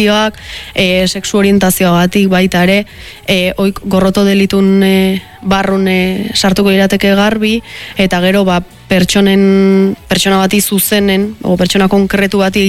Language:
Basque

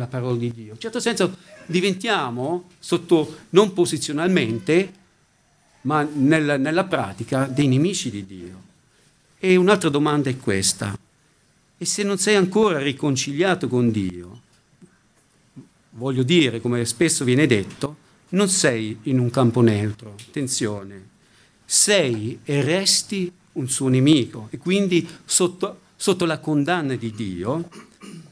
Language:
Italian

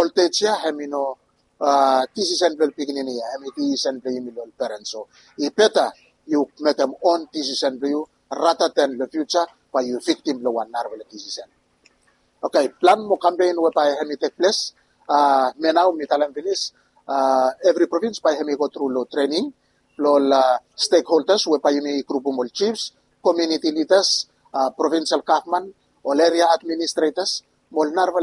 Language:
Bislama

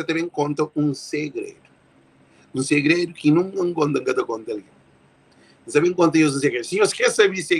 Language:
Kabuverdianu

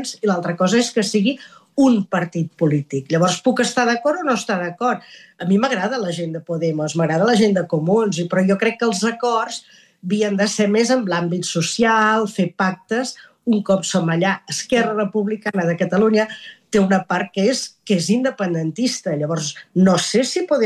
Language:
Catalan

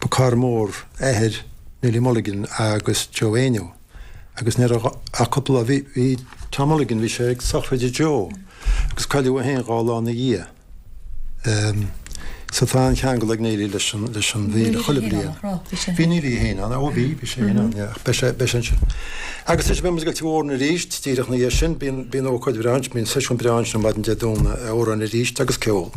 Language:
Irish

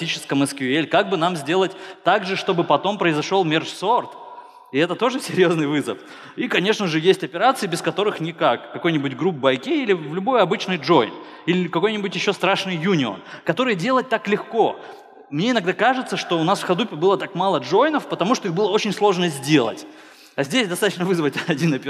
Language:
Russian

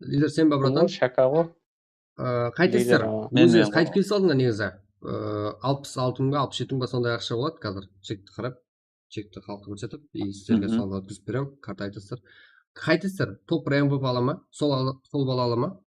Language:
Kara-Kalpak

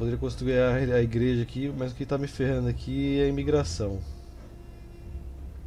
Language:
Portuguese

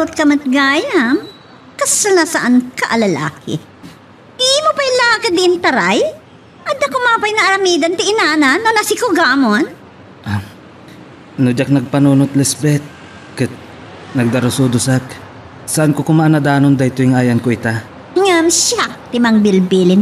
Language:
Iloko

